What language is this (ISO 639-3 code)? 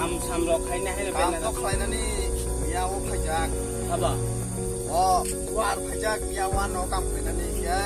trp